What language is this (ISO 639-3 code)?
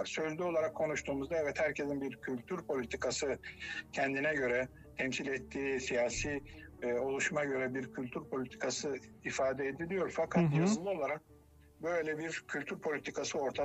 tur